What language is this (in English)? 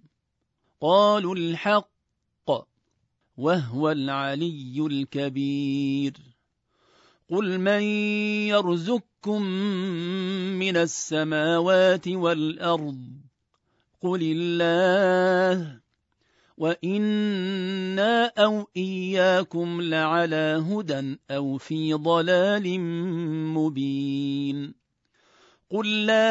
Arabic